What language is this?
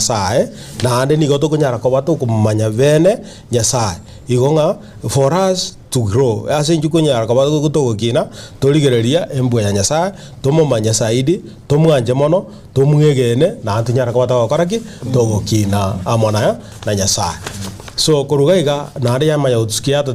Gusii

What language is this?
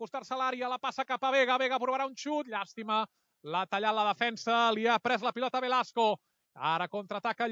Catalan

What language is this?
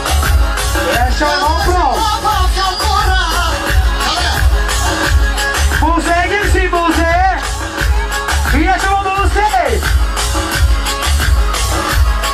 Turkish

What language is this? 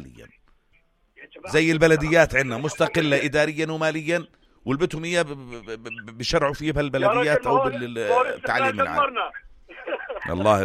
North Levantine Arabic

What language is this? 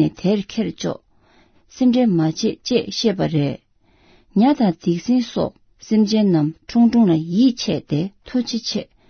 Tibetan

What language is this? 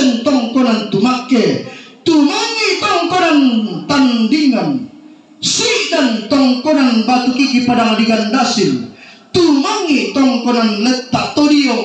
Toraja-Sa'dan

